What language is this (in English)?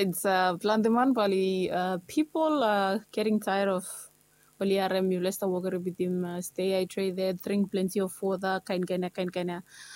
Bislama